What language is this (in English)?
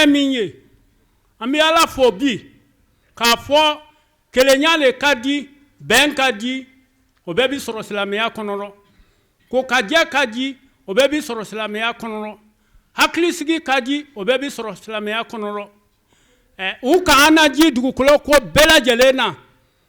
Bambara